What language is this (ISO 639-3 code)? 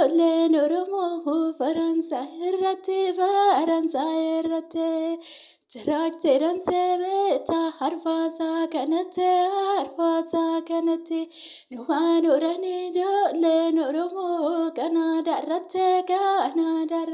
orm